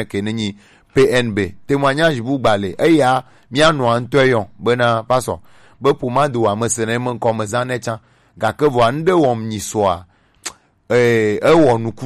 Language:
Gen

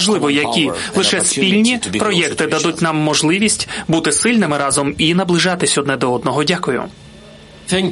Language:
Ukrainian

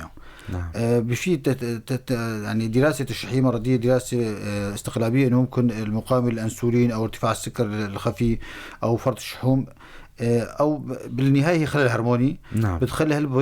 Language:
North Levantine Arabic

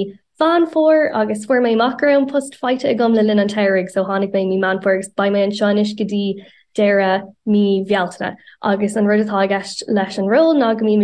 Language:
Irish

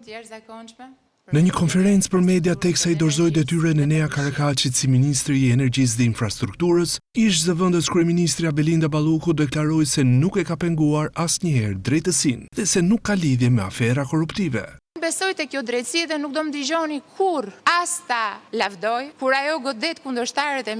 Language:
Albanian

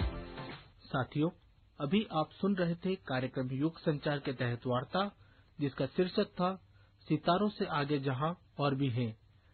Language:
Hindi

